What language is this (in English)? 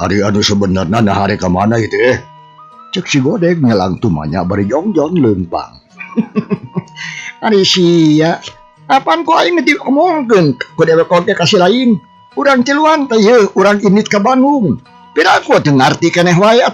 Sundanese